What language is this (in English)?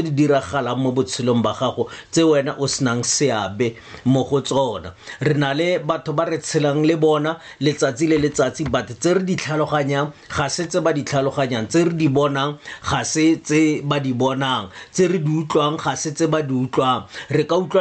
Tswana